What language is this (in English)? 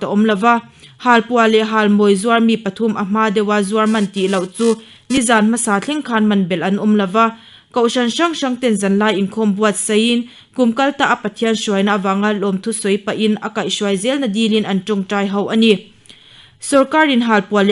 Mizo